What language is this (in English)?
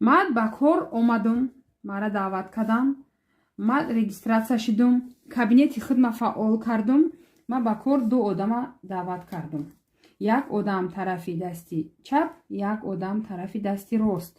Tajik